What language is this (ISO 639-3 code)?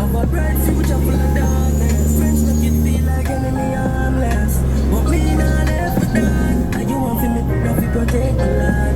jam